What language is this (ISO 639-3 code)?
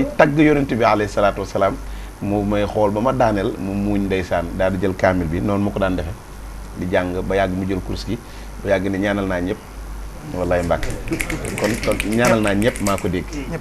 wol